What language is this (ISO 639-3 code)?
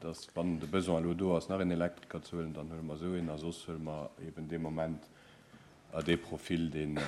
ltz